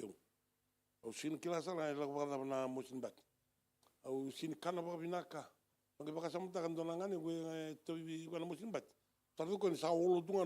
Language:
Fijian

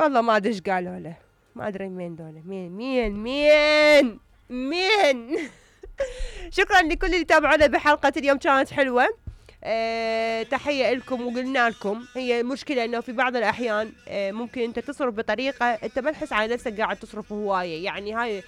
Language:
Mesopotamian Arabic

